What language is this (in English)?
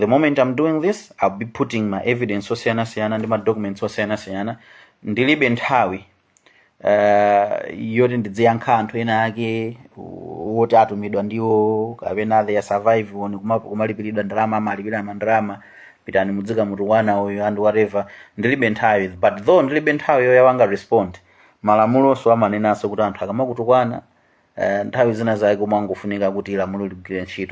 Nyanja